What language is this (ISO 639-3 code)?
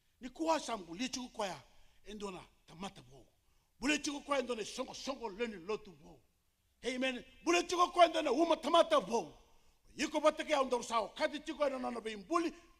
fij